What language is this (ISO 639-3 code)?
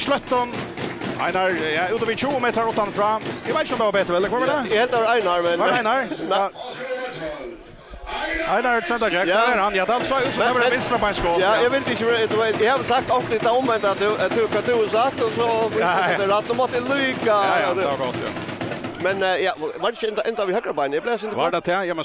fao